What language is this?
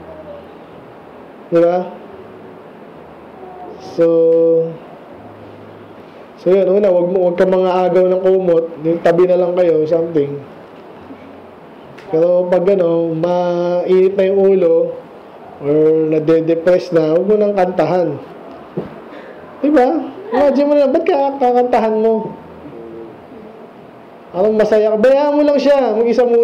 Filipino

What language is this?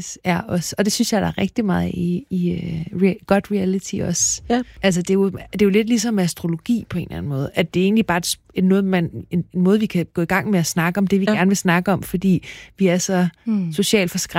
Danish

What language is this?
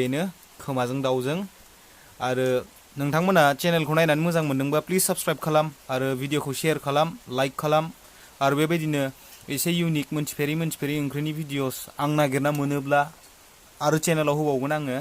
Bodo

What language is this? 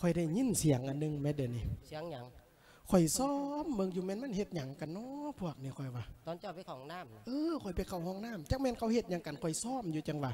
Lao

